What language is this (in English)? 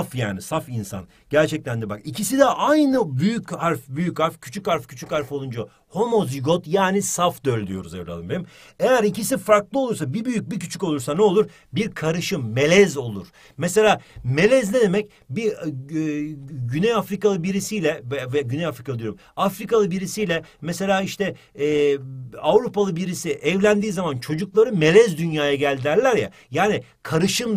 Turkish